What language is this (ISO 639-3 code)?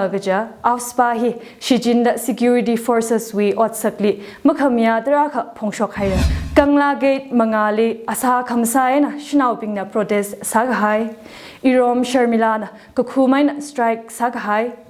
nmf